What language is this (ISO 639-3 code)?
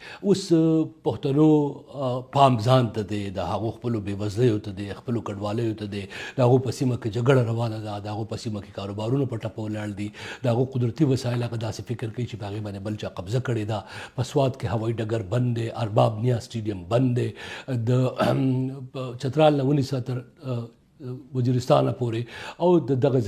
pus